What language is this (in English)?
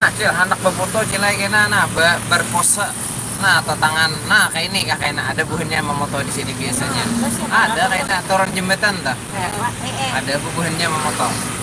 Banjar